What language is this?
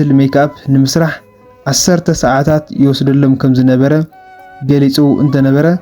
Tigrinya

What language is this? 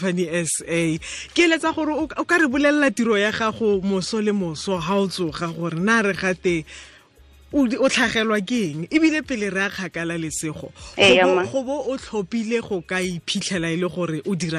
Tswana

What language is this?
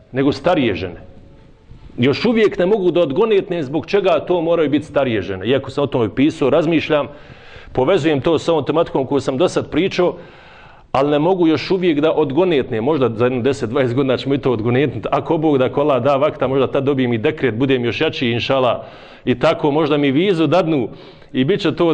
Bosnian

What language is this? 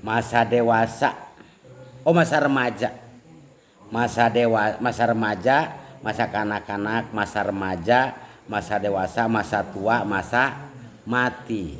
Sundanese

